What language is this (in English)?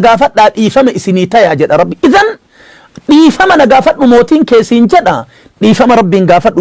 Oromo